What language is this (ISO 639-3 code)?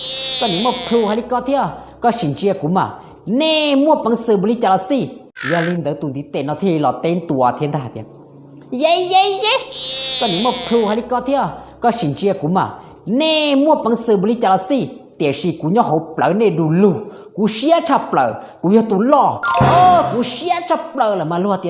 hmn